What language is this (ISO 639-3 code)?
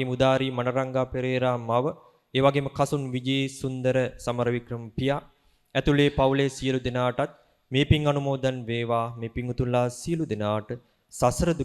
sin